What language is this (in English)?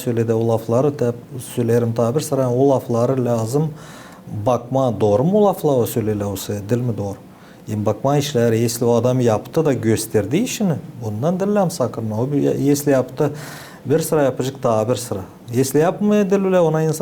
Gagauz